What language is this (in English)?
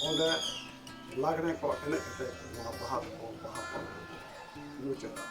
Santali